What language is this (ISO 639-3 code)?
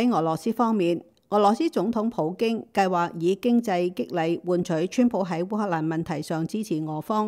yue